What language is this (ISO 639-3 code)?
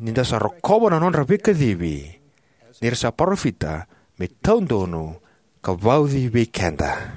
fij